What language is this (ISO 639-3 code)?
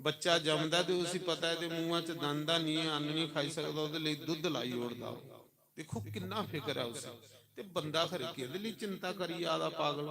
doi